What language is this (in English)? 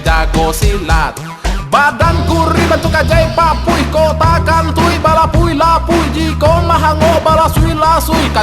Minangkabau